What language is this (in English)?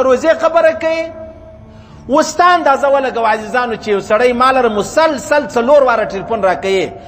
Pashto